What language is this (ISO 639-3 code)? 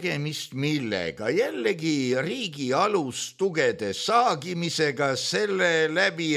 est